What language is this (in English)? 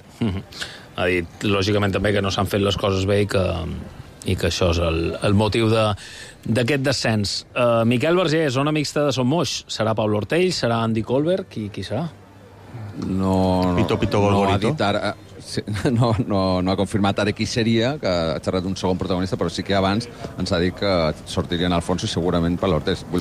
Catalan